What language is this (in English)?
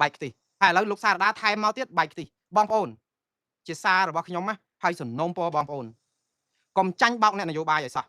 Khmer